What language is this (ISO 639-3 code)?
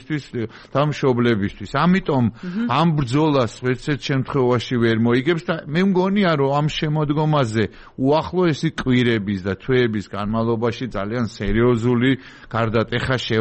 kat